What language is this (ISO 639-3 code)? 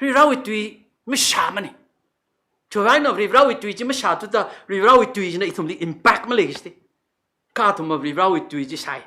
nmf